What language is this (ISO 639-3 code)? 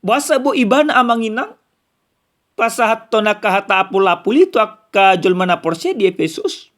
bbc